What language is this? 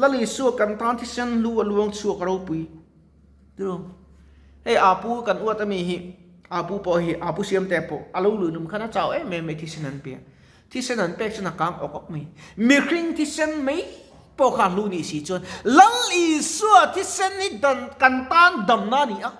Mizo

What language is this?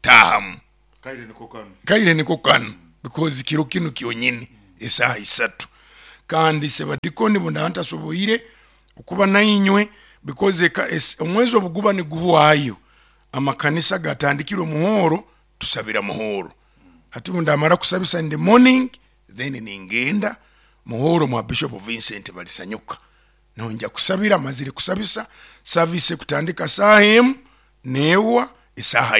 Nyoro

